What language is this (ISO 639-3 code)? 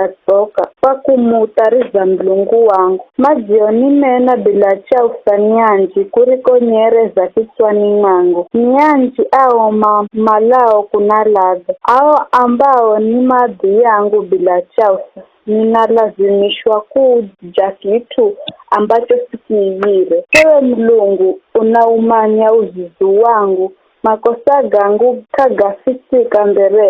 nyf